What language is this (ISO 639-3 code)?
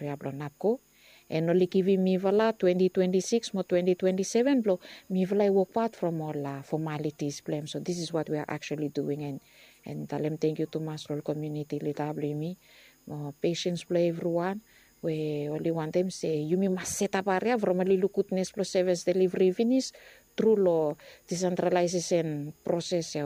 bis